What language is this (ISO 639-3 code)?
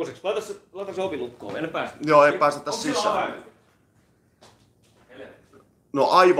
fin